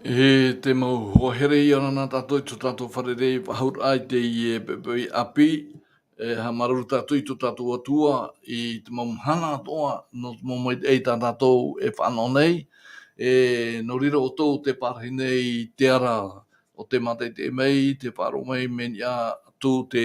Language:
Tahitian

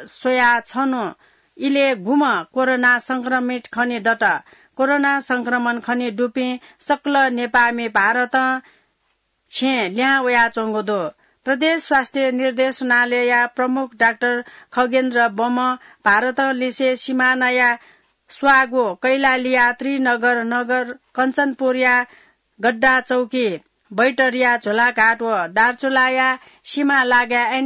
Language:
Newari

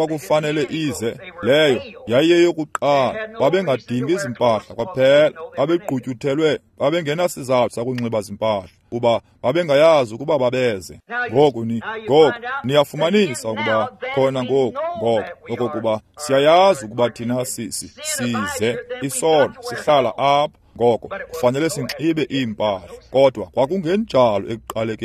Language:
Xhosa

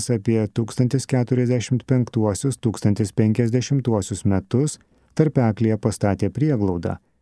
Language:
Lithuanian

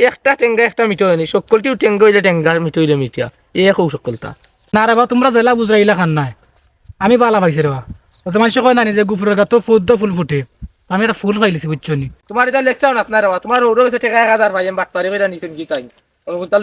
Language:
Sylheti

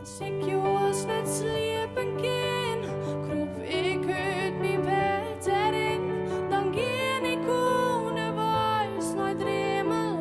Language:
Western Frisian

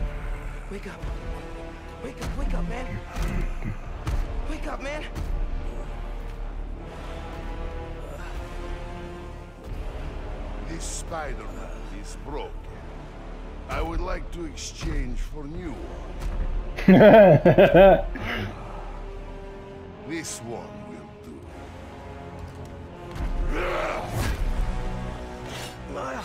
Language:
English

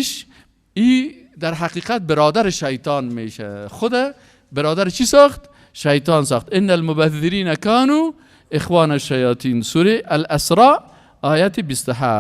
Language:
Persian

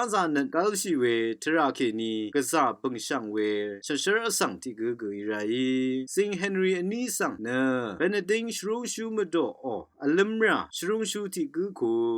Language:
Rawang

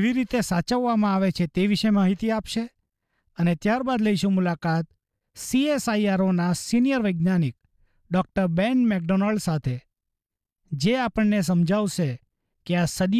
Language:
Gujarati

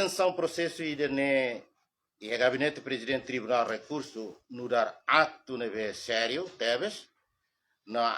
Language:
Tetum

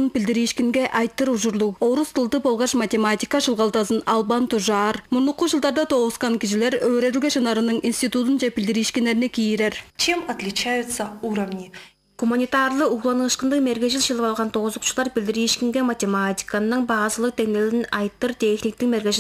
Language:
Tuvinian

